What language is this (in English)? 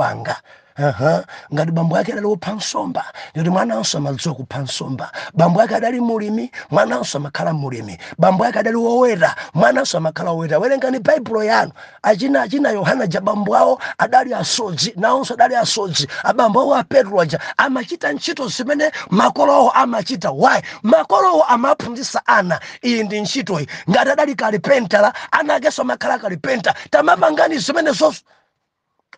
Nyanja